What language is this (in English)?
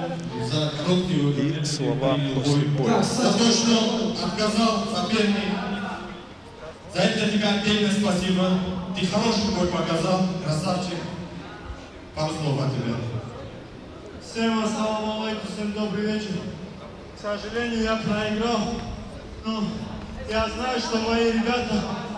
Russian